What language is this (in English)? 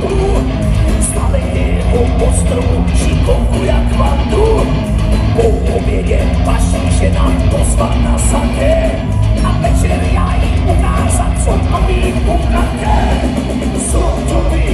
Czech